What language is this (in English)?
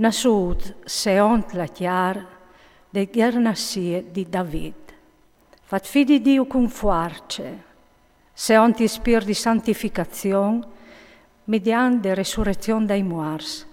Friulian